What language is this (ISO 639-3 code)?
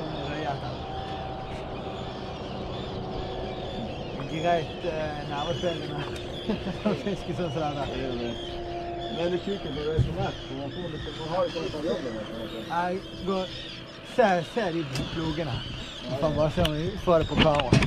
nor